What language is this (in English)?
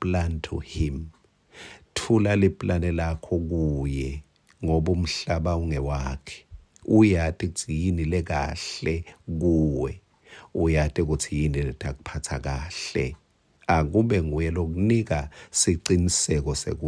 Swati